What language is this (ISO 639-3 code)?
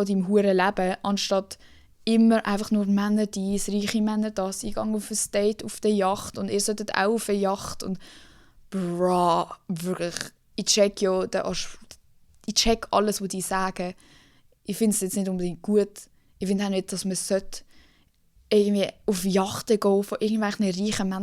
gsw